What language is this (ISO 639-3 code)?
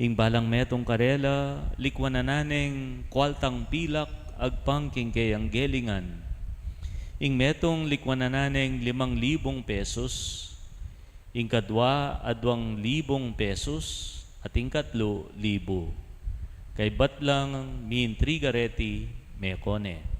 pam